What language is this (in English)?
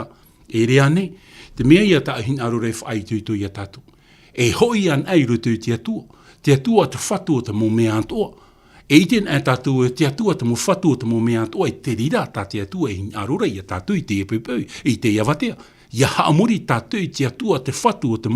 Tahitian